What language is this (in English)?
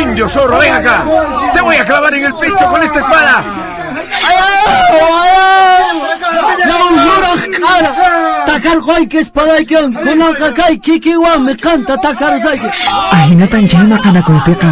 Quechua